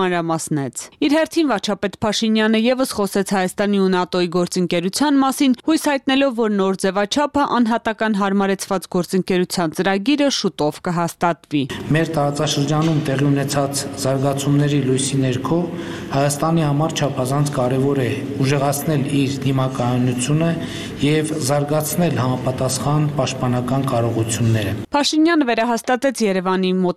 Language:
Armenian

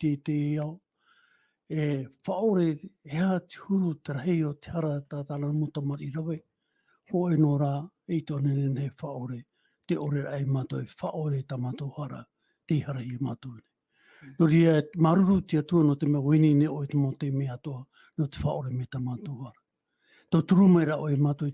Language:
Tahitian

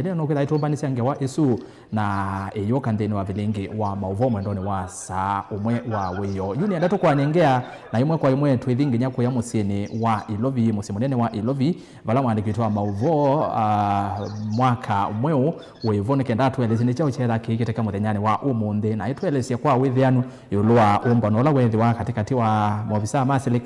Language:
Kamba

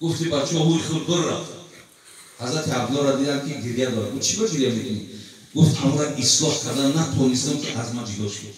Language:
Tajik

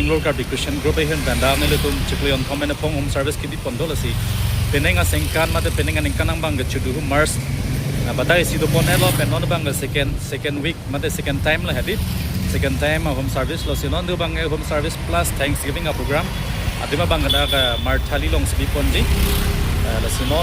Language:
Karbi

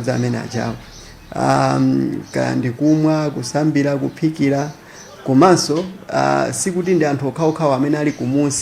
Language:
Nyanja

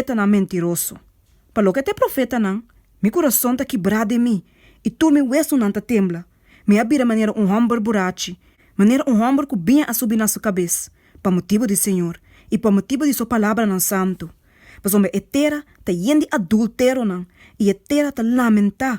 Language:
Papiamento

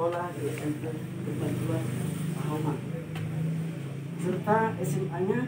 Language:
Indonesian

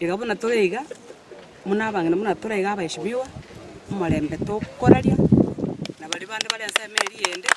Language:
Gusii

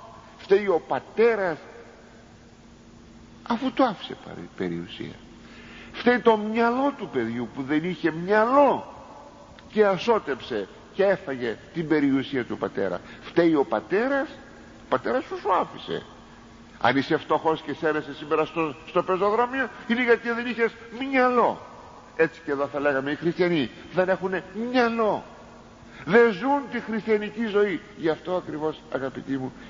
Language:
Greek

